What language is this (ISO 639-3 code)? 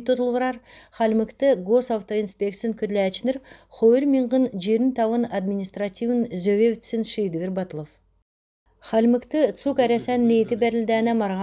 xal